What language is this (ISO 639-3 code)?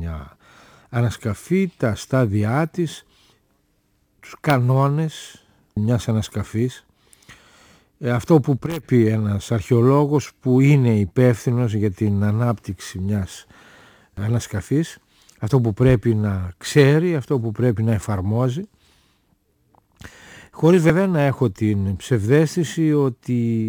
ell